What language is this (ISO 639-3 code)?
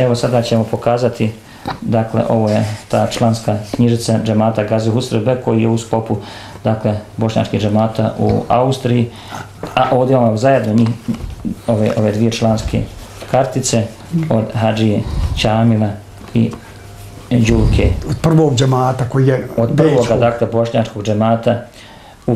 bos